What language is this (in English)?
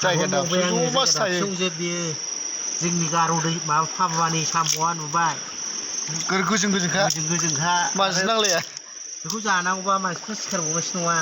Bodo